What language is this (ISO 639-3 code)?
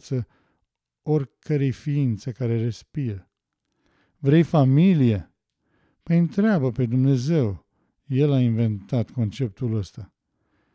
ron